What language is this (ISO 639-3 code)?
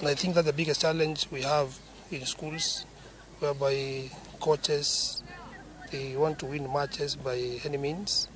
luo